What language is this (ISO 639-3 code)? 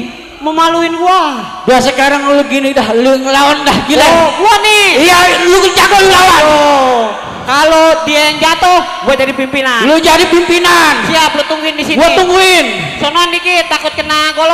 bew